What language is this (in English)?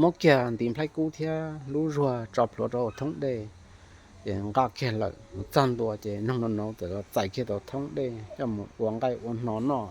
Hmong